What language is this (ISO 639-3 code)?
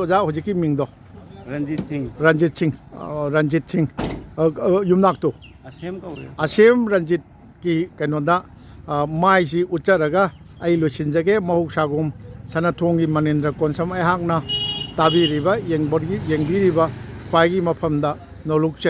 mni